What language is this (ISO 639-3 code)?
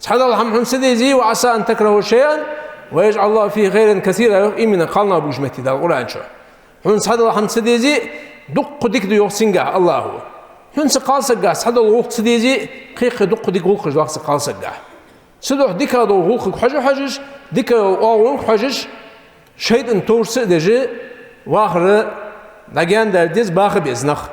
inh